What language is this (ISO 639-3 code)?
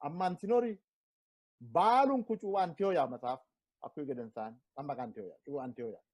sid